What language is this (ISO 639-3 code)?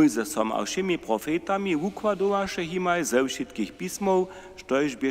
hsb